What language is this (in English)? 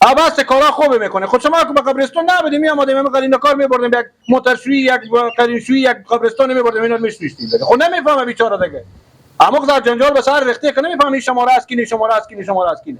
Persian